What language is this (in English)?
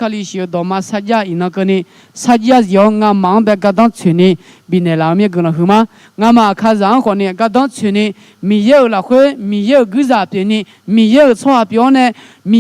Akha